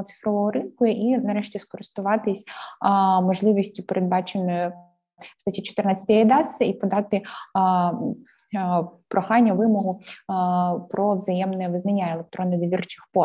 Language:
Ukrainian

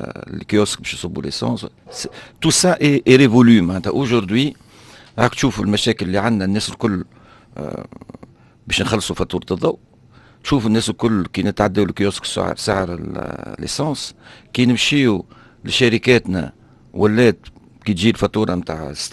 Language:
Tunisian Arabic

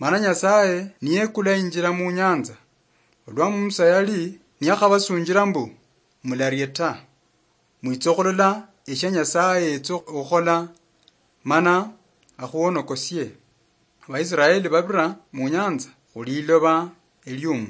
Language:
Luyia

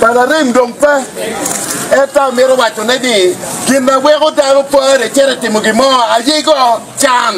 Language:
Acoli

